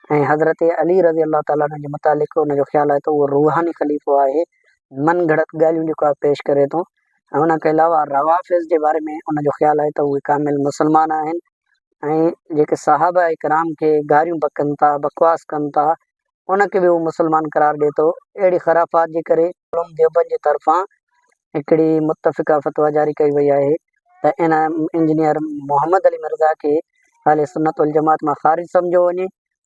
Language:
Sindhi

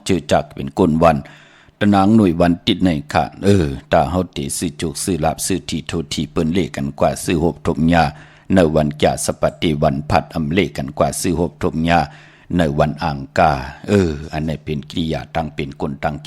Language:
Shan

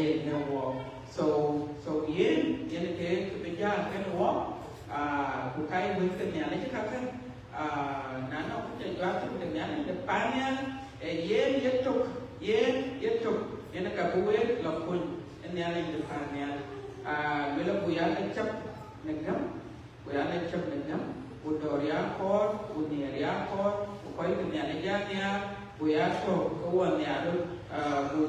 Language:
Dinka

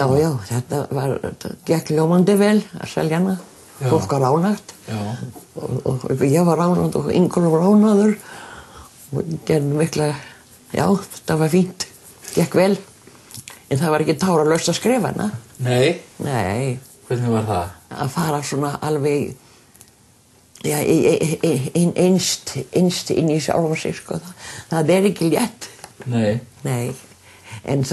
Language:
Icelandic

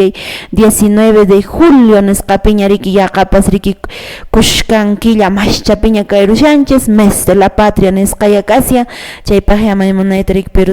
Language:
Quechua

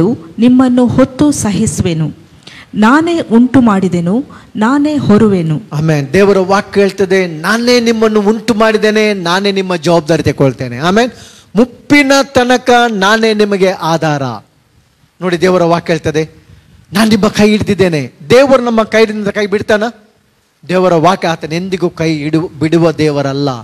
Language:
Kannada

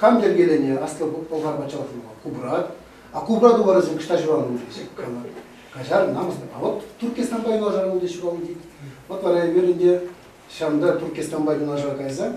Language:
Chuvash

